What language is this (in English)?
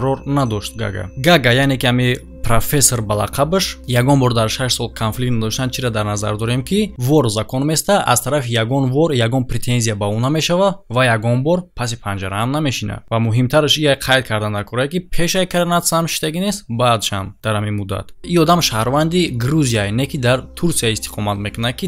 Tajik